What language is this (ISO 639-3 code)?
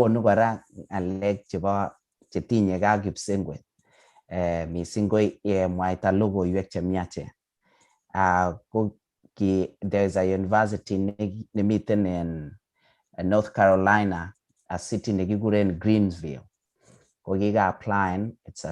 kln